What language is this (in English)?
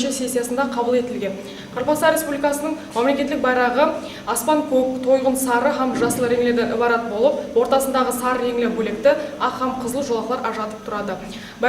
Kara-Kalpak